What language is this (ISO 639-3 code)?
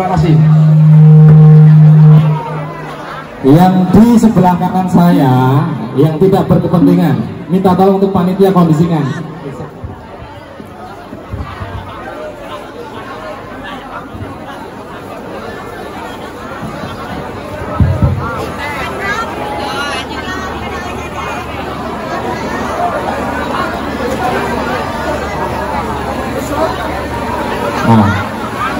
ind